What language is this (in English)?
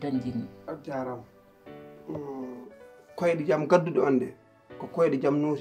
Fula